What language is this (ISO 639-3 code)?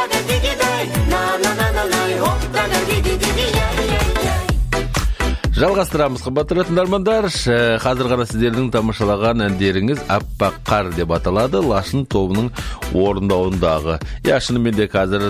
kaz